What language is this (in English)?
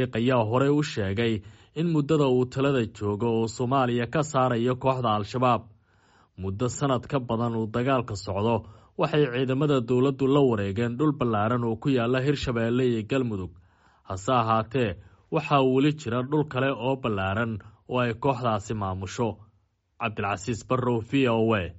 Somali